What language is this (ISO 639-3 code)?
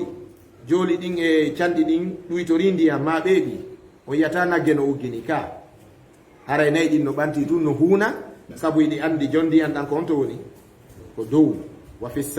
ful